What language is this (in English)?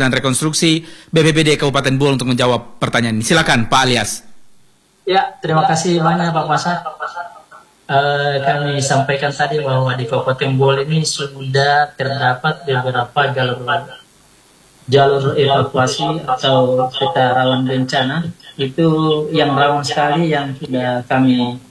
Indonesian